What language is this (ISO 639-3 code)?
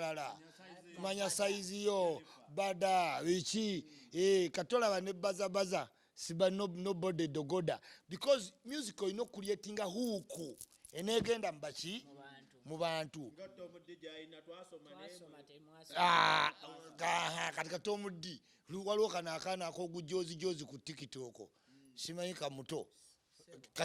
lug